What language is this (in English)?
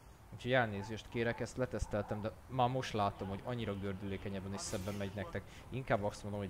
Hungarian